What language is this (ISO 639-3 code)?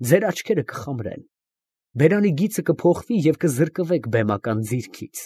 hye